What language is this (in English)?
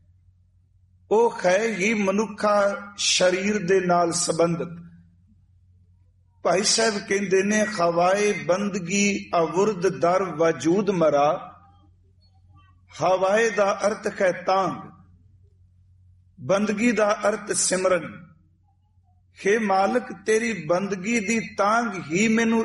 Punjabi